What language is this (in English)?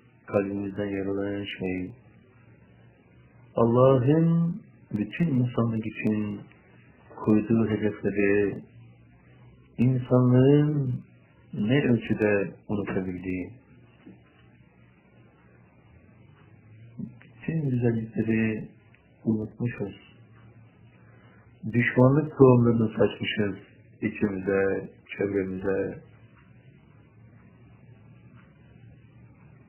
Turkish